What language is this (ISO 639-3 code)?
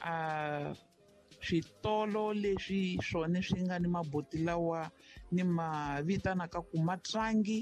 tso